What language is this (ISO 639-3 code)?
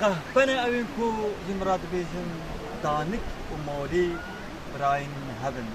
kur